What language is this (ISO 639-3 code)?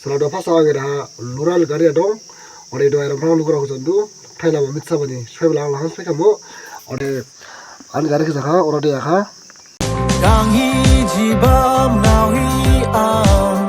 dis